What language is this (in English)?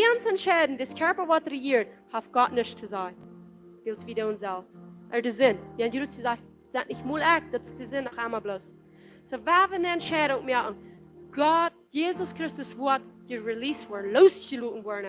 Plautdietsch